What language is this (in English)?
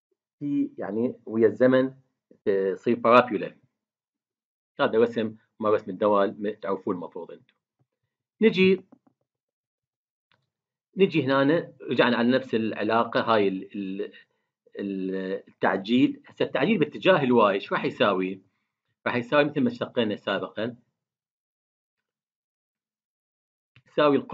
Mesopotamian Arabic